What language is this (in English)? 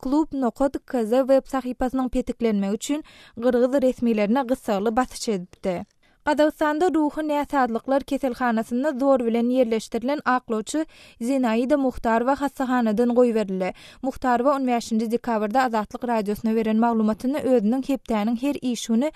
Turkmen